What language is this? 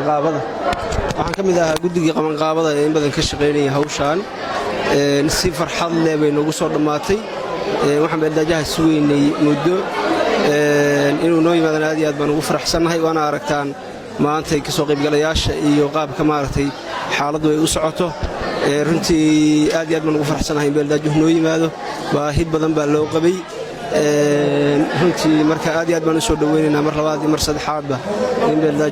Somali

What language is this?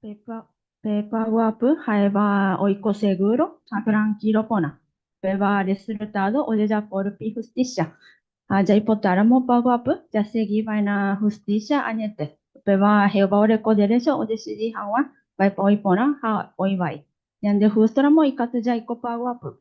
Guarani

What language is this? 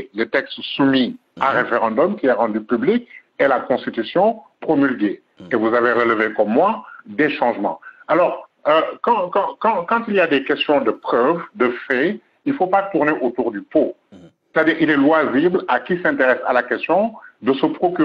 French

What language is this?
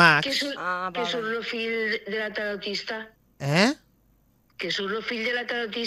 Catalan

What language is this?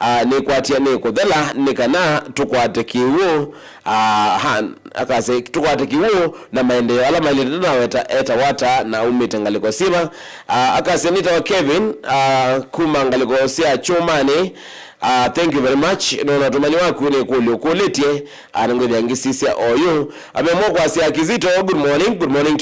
Kamba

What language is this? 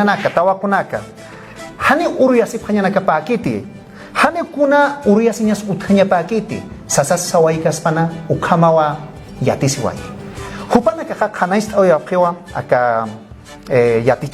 Aymara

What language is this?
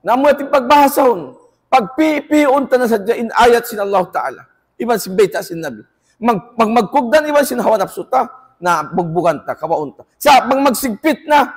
Tausug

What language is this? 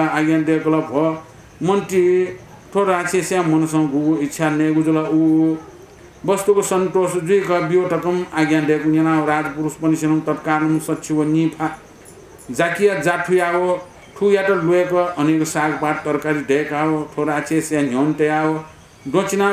Newari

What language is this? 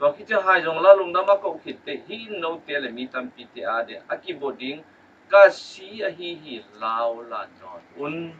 Tedim Chin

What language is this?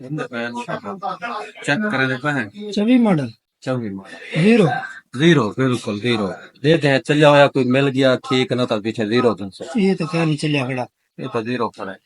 Saraiki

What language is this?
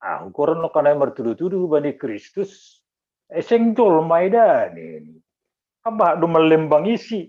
Batak Simalungun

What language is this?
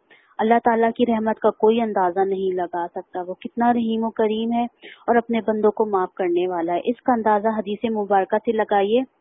Urdu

